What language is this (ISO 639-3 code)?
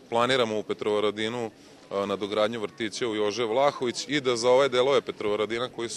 srp